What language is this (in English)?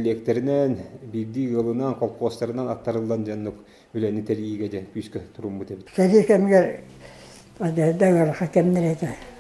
Yakut